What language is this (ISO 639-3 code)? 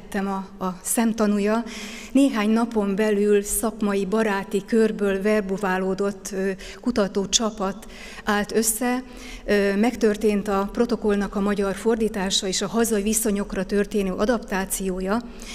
hun